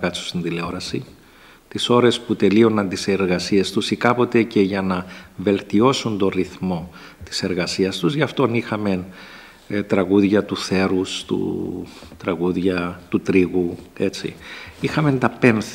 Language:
Greek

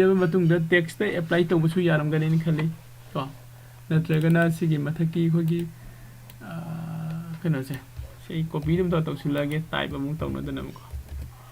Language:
Manipuri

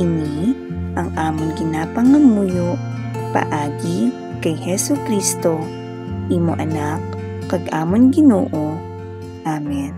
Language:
Hiligaynon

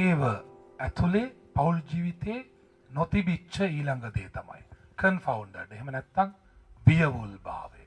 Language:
Sinhala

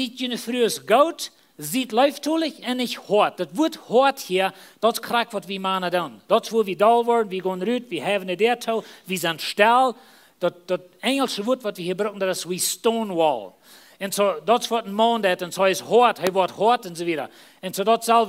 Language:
Plautdietsch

